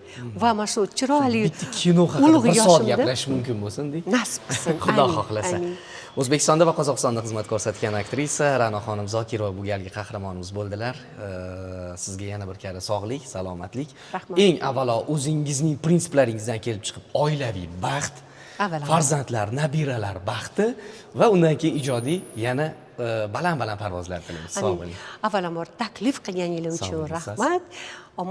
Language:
Uzbek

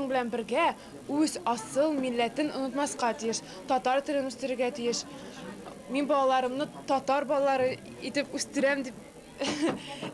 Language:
Tatar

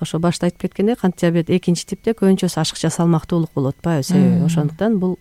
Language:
Kyrgyz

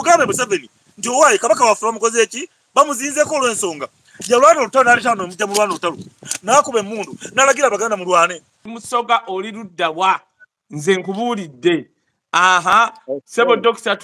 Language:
Ganda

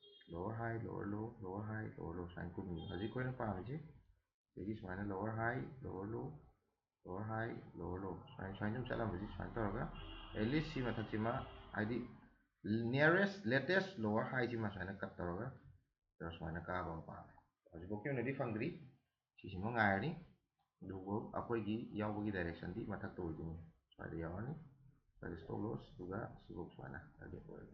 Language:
Manipuri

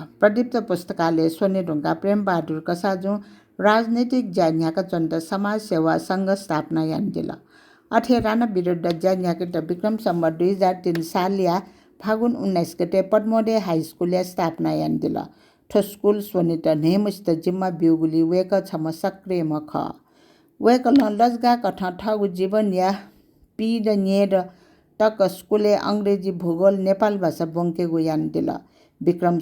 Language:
Newari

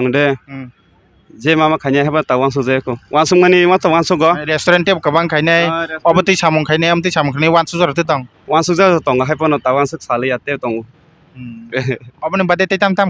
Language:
Kok Borok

